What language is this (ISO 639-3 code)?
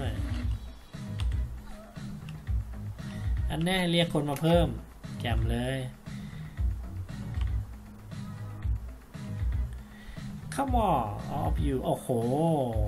tha